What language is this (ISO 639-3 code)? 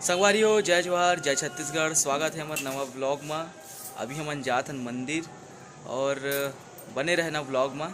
hne